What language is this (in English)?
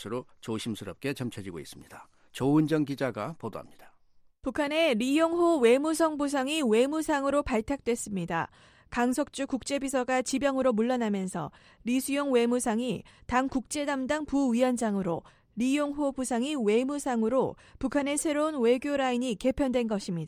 Korean